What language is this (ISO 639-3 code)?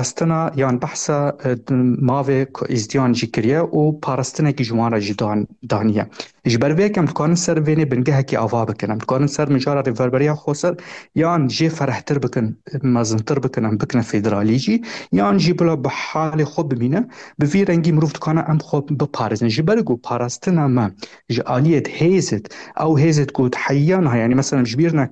kur